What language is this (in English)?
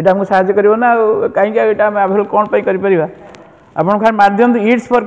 Odia